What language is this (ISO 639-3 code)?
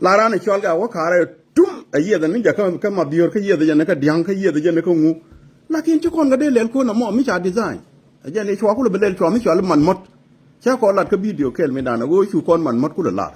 nus